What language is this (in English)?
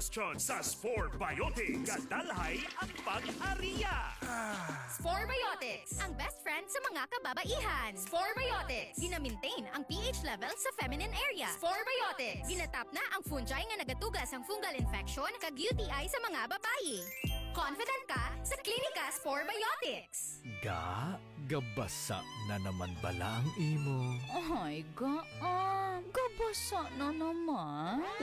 Hiligaynon